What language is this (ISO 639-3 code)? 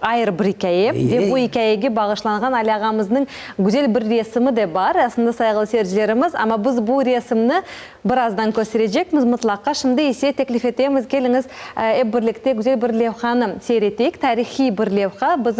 crh